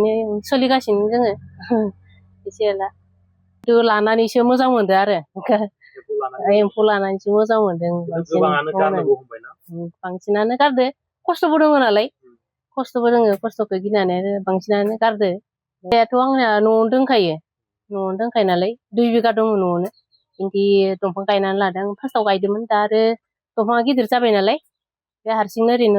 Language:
Bodo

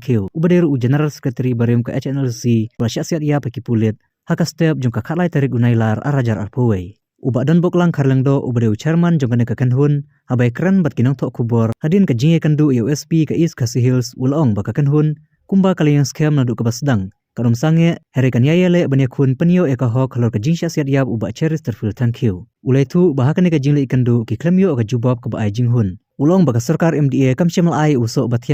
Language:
Khasi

